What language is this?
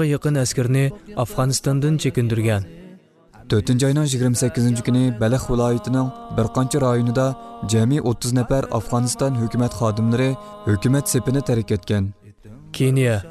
Uyghur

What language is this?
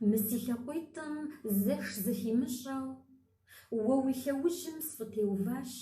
Kabardian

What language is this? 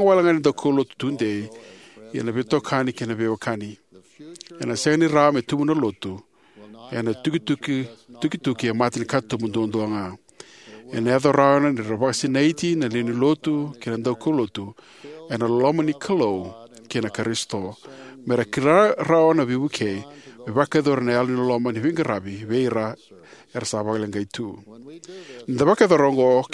Fijian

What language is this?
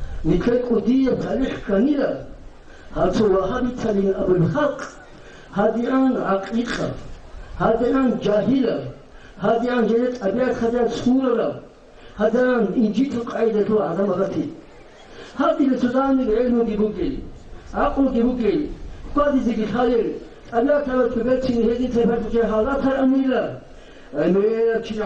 Avaric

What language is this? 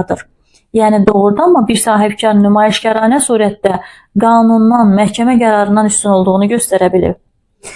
Azerbaijani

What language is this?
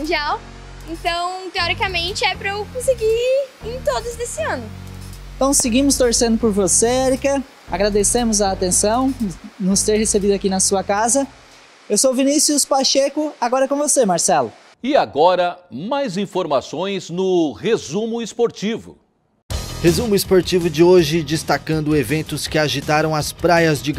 Portuguese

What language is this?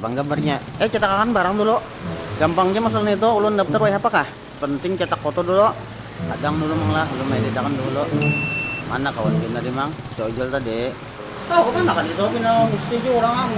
Banjar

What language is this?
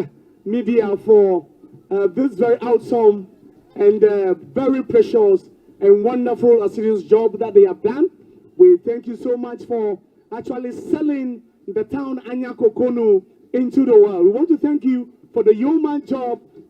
Ewe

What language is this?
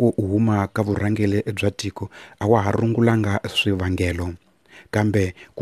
Tsonga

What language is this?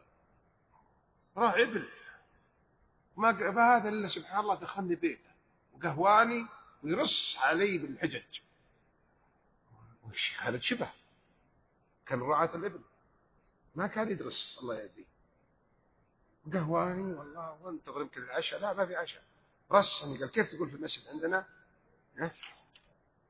Arabic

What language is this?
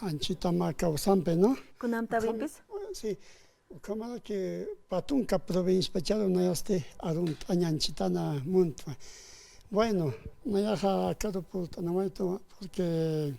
Aymara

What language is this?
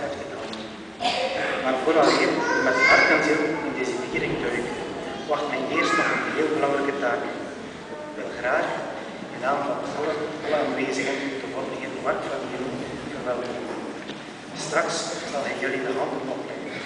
Dutch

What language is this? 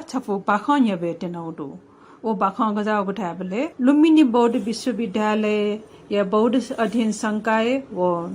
Newari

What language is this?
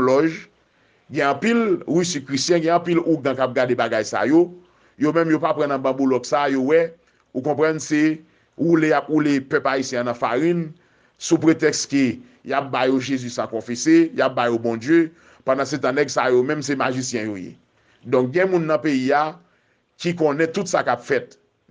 Haitian Creole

